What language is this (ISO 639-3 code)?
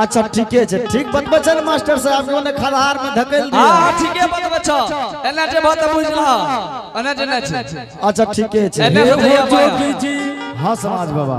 anp